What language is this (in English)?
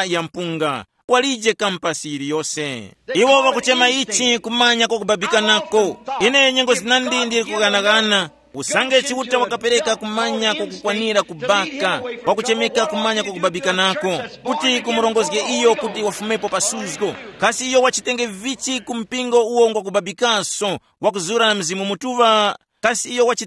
Tumbuka